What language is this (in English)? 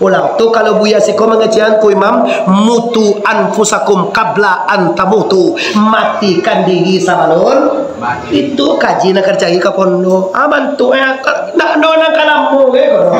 Minangkabau